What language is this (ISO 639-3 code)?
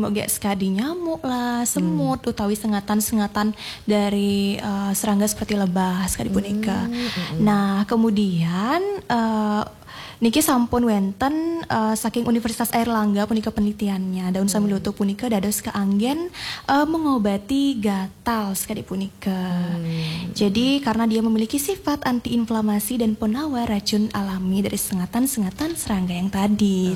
ban